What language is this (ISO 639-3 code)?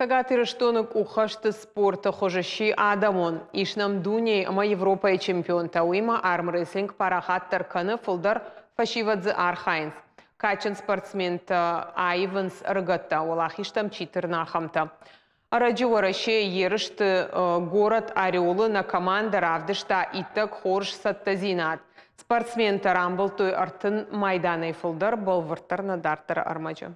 oss